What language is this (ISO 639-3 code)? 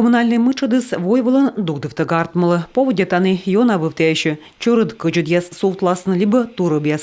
kom